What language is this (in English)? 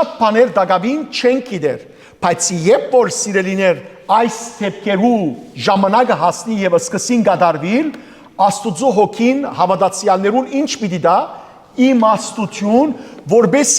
Western Armenian